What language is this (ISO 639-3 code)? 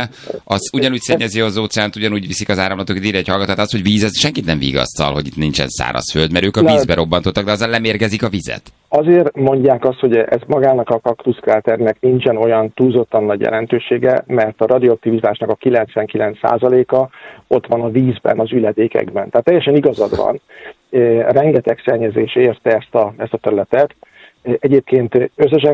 hun